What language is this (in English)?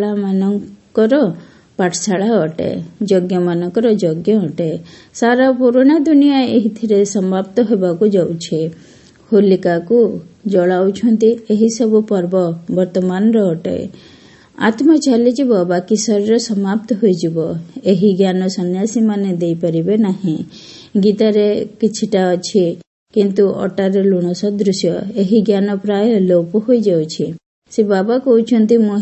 Odia